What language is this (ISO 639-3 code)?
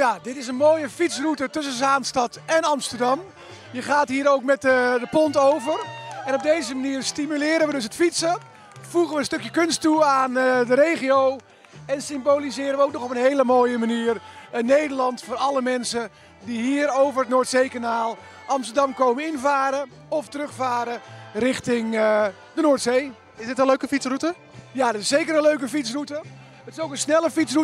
nld